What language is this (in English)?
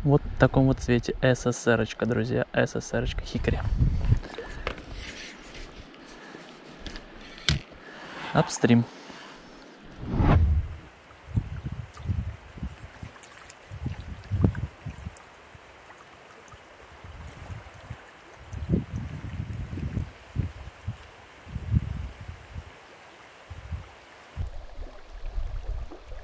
Russian